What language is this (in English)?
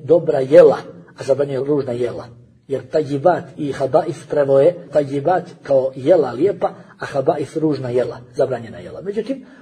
Bosnian